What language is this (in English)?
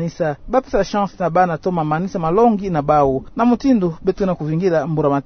Kituba (Democratic Republic of Congo)